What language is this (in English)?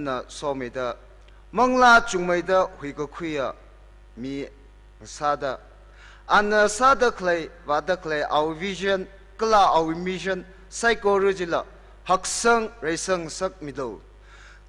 Tangkhul Naga (India)